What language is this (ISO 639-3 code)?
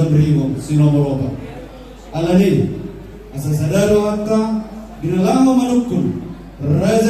bbc